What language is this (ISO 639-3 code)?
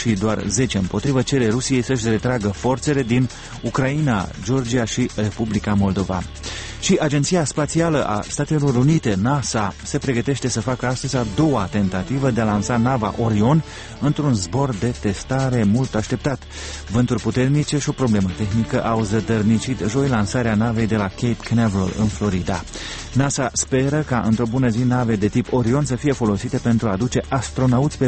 ron